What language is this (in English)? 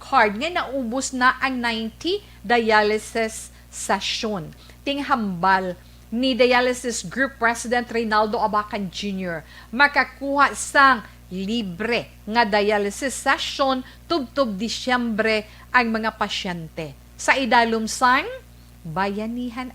Hiligaynon